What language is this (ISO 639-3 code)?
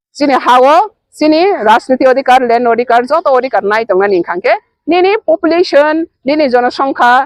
ria